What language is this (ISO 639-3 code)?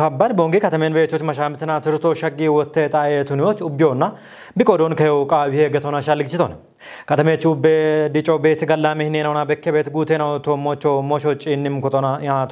kbr